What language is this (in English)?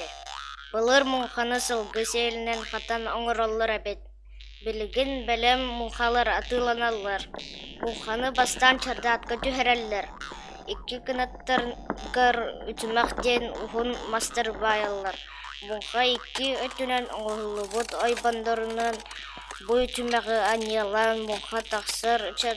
Yakut